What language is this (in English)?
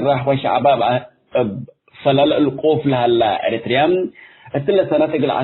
Tigre